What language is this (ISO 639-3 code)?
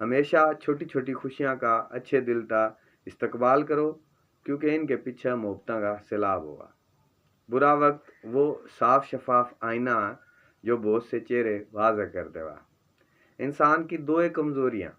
bgc